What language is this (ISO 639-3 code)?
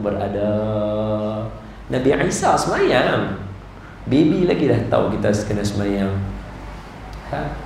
msa